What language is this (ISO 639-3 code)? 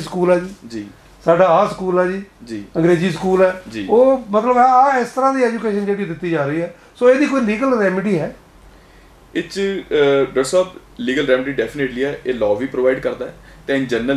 pan